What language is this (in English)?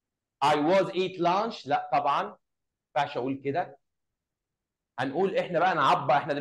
Egyptian Arabic